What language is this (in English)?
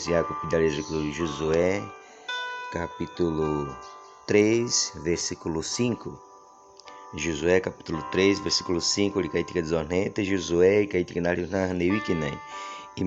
Baniwa